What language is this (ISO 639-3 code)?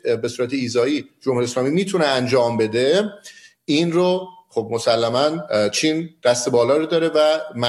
fas